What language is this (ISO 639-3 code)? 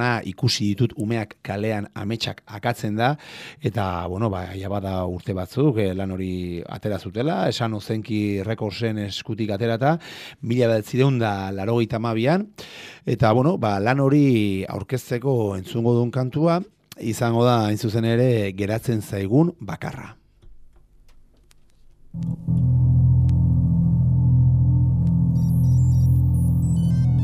eus